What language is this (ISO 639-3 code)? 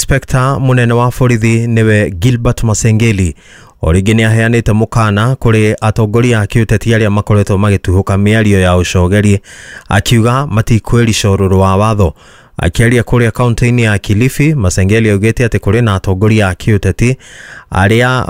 kik